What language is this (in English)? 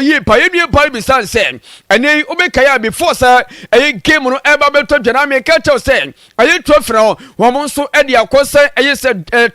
Akan